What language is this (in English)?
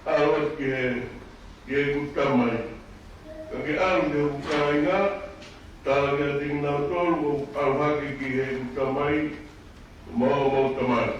Tongan